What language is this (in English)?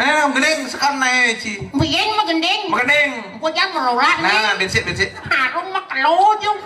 Balinese